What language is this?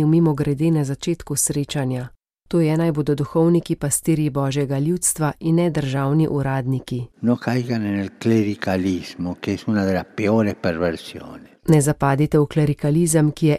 Slovenian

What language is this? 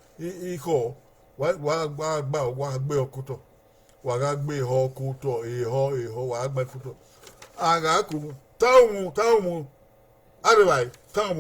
Bini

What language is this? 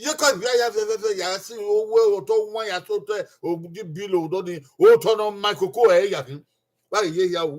Bini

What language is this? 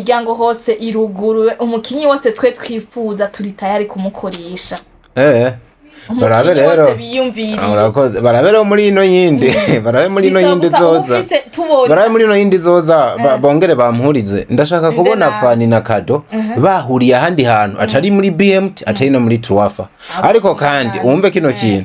Rundi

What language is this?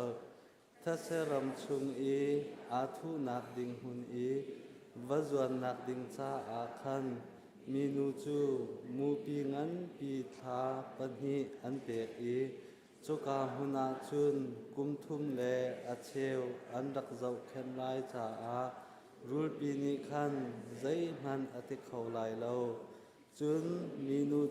Hakha Chin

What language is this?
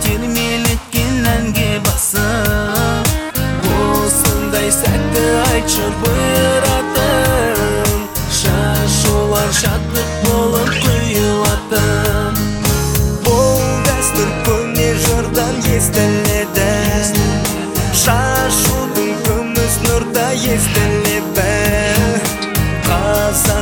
Kazakh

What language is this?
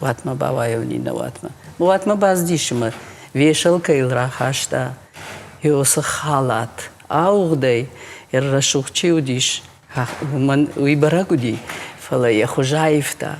Ossetic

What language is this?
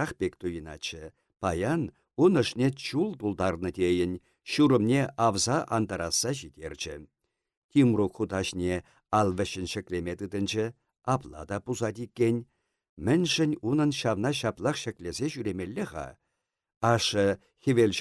Chuvash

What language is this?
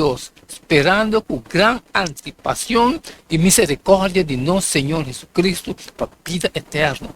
Papiamento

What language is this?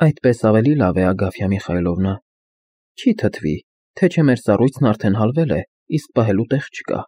Armenian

